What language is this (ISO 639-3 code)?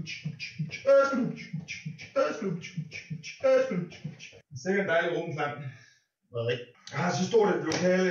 dan